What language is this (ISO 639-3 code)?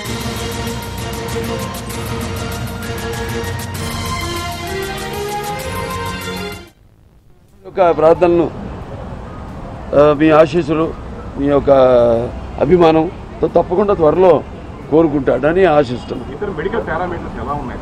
tel